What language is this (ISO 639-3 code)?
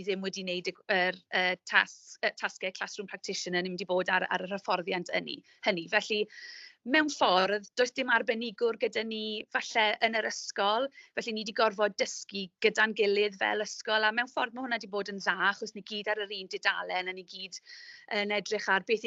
cym